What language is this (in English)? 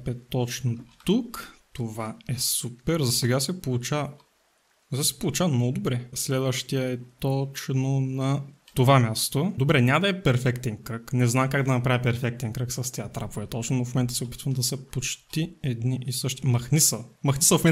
Bulgarian